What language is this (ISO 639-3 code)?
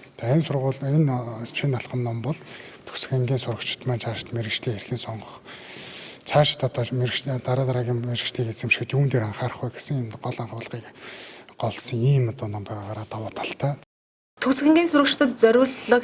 mon